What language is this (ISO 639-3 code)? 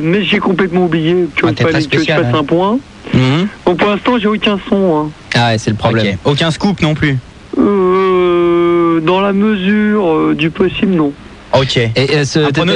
fra